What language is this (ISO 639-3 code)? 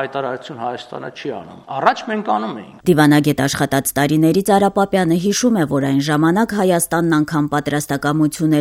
hye